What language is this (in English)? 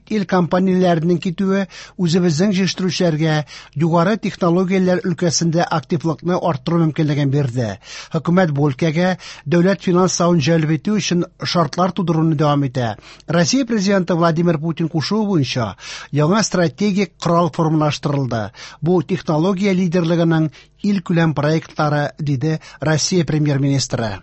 Tatar